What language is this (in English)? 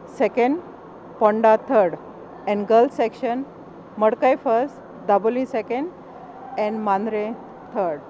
Konkani